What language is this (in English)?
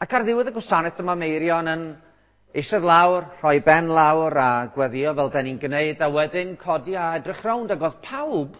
Welsh